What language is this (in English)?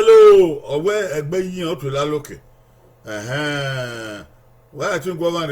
Bini